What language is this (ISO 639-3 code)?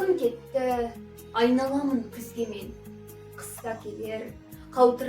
kaz